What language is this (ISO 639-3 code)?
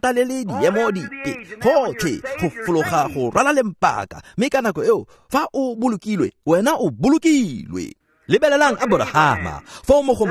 tsn